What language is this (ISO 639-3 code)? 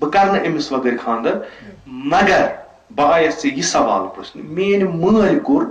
kas